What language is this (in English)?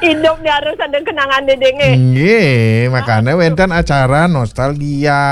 Balinese